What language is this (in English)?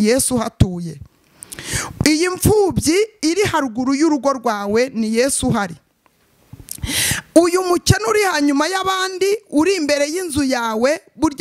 Kinyarwanda